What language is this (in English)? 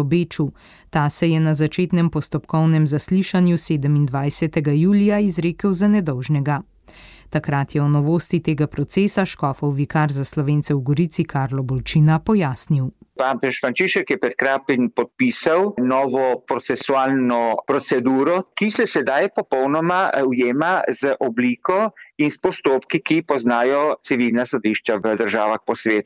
Slovenian